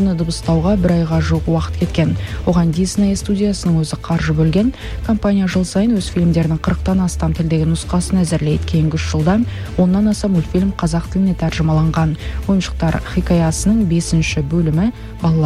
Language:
Kazakh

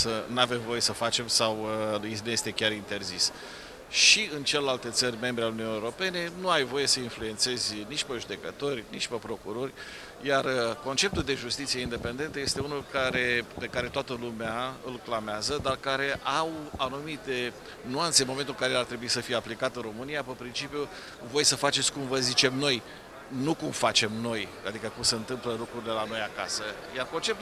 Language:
Romanian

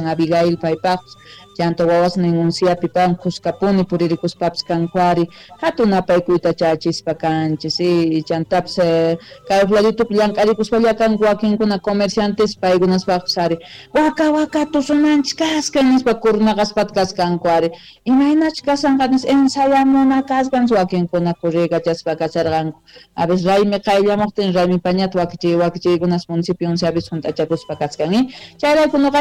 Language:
South Bolivian Quechua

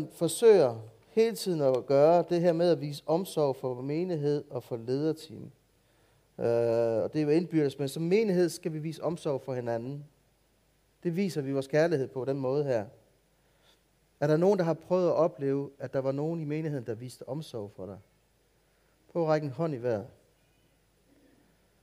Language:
Danish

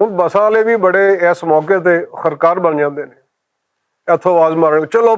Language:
Western Panjabi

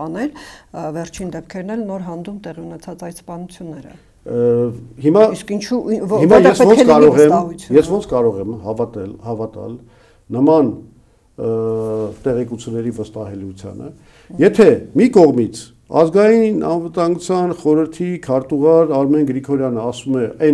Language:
Armenian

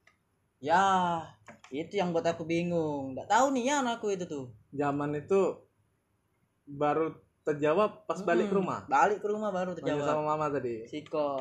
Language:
Indonesian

